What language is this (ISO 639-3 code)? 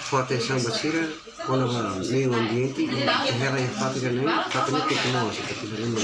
tet